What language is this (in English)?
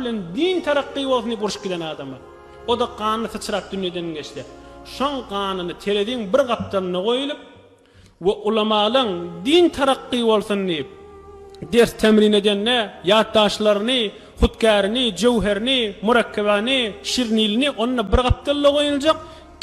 Turkmen